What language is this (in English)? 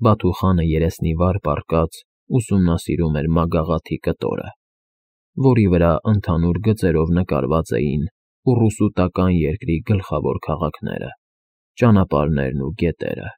Armenian